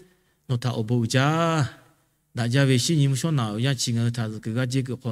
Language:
Lahu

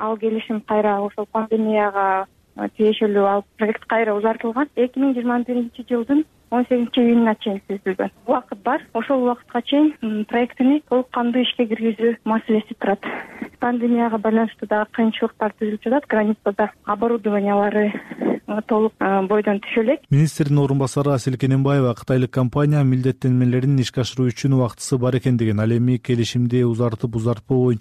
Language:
Kyrgyz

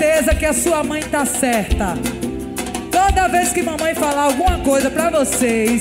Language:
Portuguese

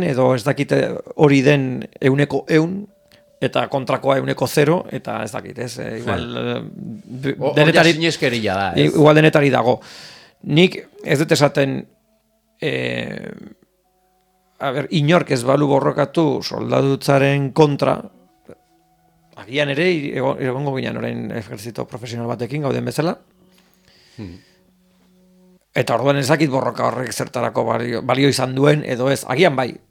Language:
Basque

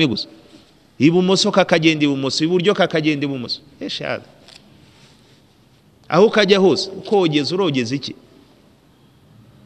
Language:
Kinyarwanda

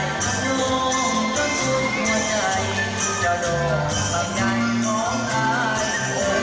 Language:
Lao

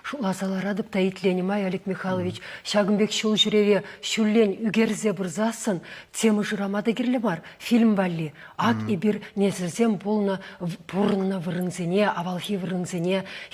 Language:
Chuvash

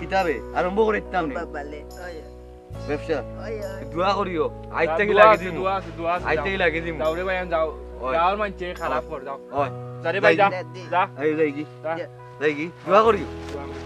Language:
Sylheti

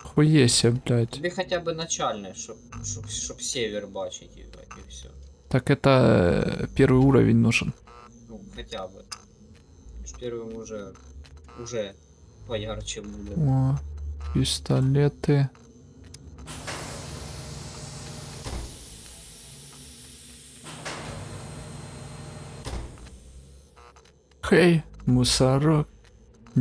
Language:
Russian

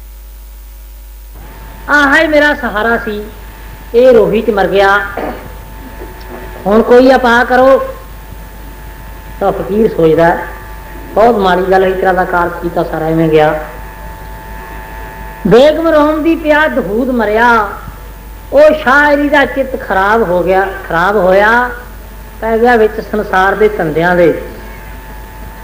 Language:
Punjabi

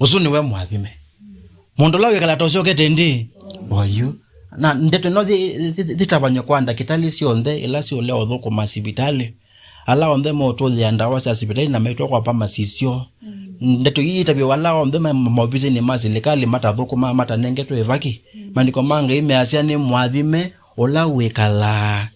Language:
Kamba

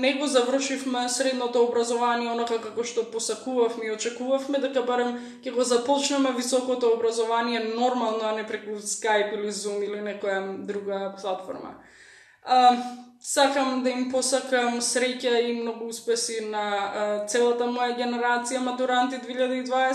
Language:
Macedonian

